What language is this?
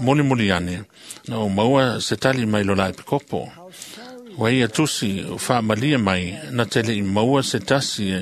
Samoan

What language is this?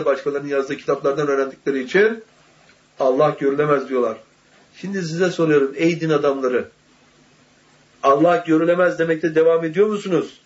Turkish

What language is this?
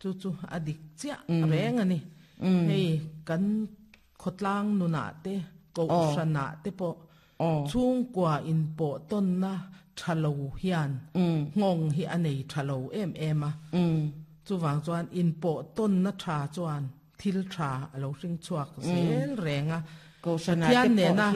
Mizo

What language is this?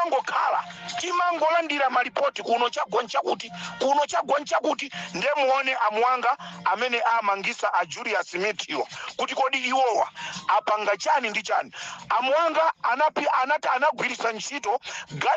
Nyanja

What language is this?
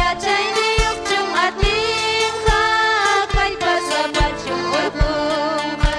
Ayacucho Quechua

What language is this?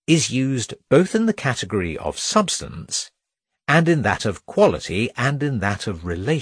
English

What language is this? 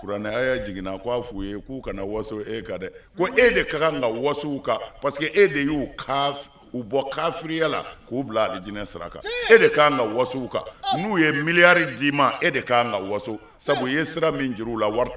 Bambara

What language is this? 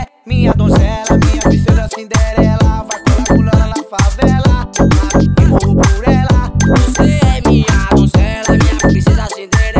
Portuguese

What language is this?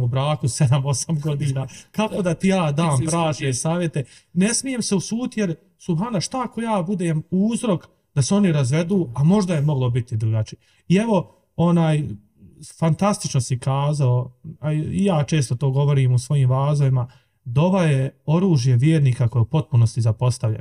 Bosnian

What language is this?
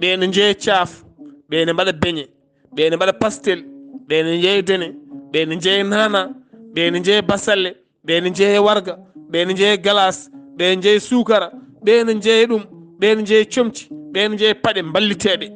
Fula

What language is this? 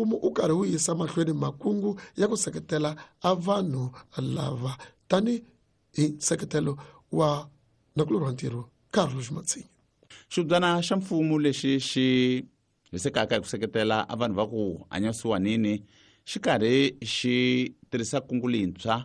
Tsonga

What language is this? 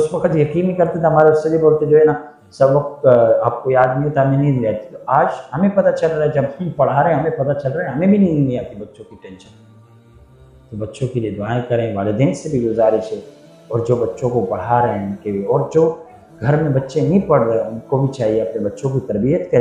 Urdu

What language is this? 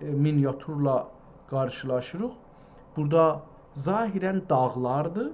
South Azerbaijani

